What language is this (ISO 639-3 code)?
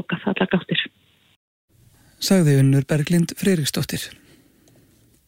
isl